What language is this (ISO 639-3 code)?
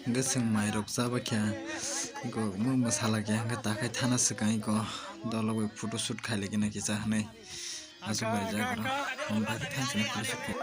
trp